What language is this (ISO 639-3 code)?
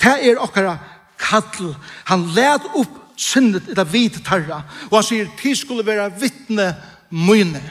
fao